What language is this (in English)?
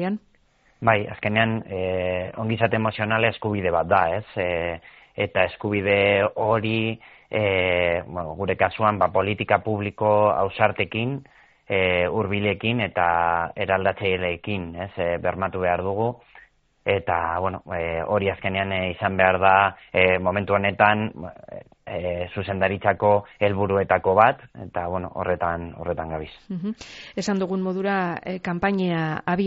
Basque